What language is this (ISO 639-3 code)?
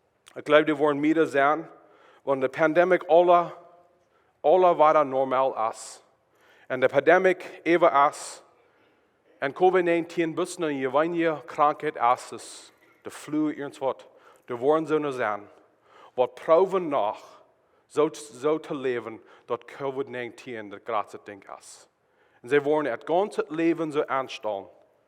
pdt